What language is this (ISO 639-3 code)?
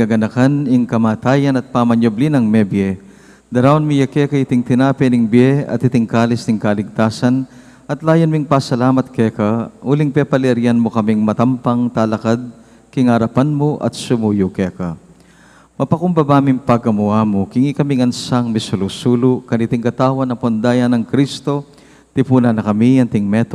pam